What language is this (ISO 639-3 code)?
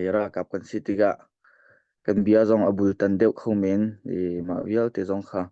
cnh